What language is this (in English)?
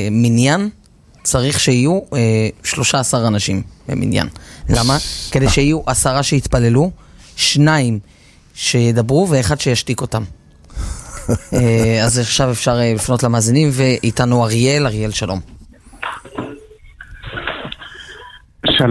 Hebrew